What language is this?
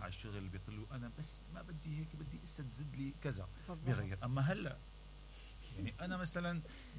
Mesopotamian Arabic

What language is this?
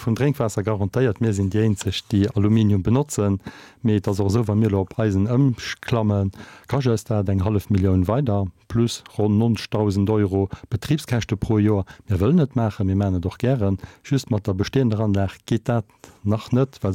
Luxembourgish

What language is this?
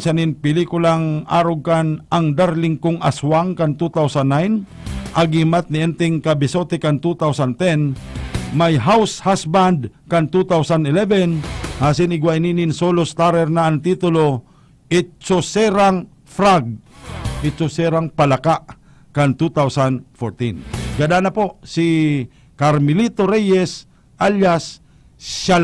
Bikol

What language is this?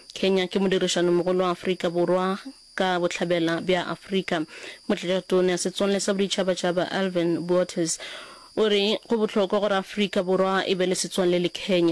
Northern Sotho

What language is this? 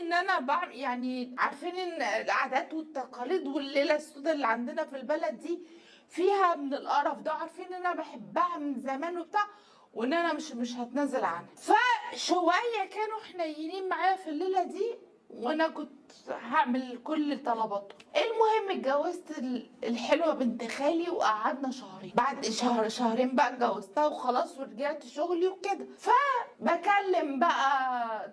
Egyptian Arabic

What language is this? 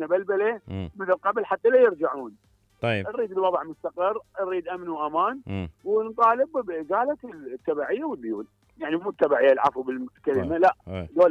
Mesopotamian Arabic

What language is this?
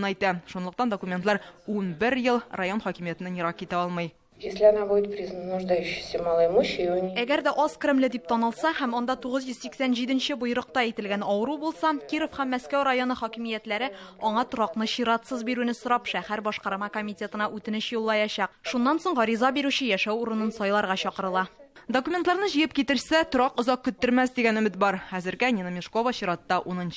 Tatar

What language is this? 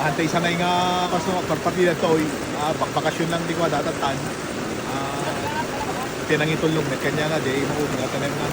Iloko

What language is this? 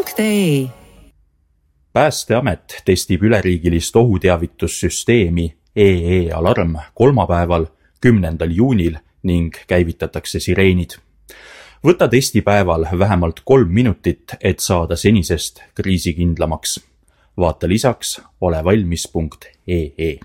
Estonian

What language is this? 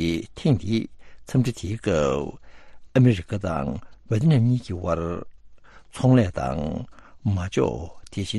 Tibetan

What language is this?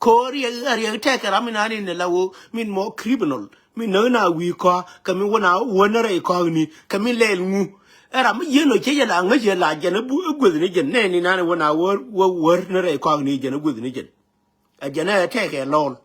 Nuer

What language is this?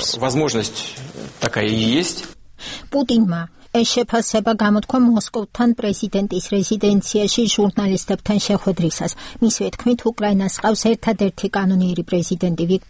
Georgian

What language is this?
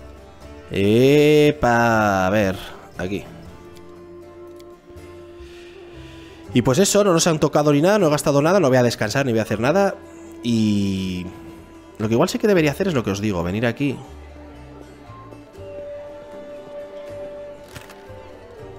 Spanish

